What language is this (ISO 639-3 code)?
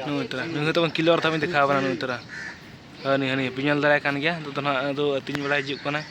sat